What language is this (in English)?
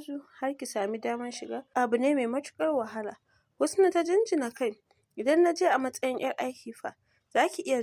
Hausa